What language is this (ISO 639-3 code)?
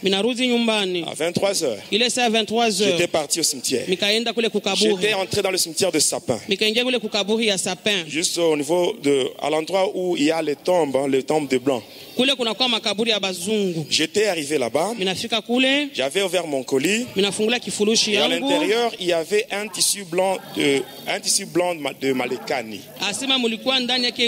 swa